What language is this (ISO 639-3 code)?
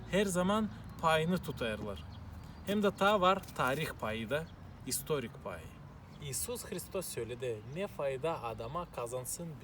gag